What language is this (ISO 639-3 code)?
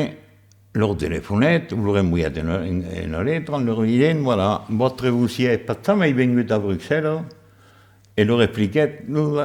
oci